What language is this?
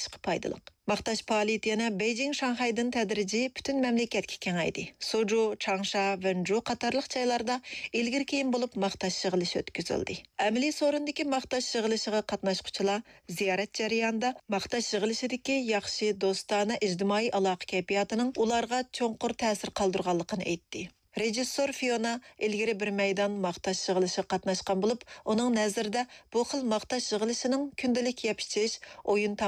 Uyghur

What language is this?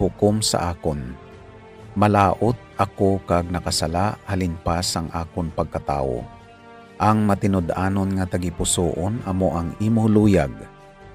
Hiligaynon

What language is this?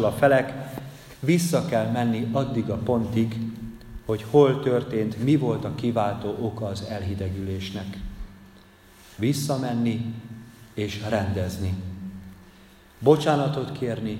Hungarian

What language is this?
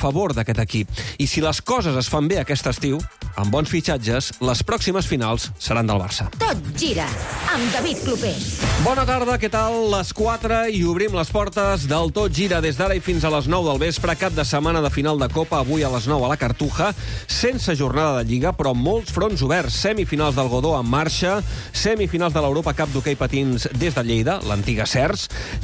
Catalan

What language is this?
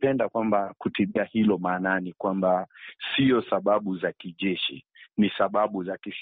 Swahili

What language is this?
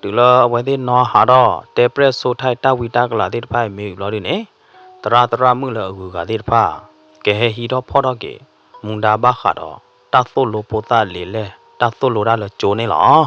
S'gaw Karen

